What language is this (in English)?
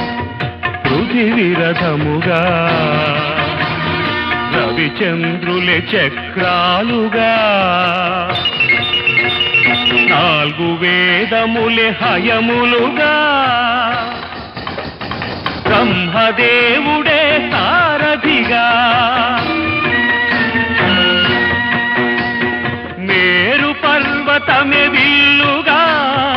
Telugu